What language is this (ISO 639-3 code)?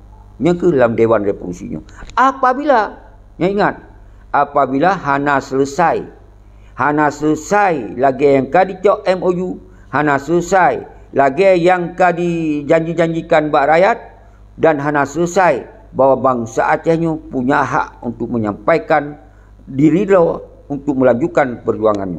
ace